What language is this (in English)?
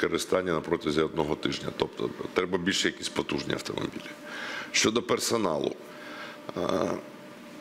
Ukrainian